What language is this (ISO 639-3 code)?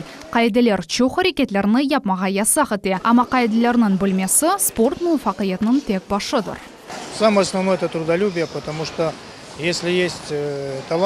crh